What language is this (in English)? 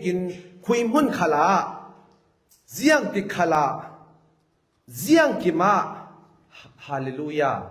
Falam Chin